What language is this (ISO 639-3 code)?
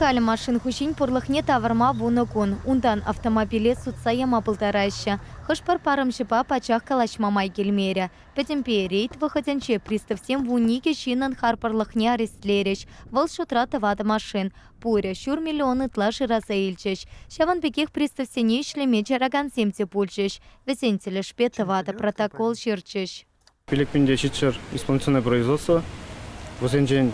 chv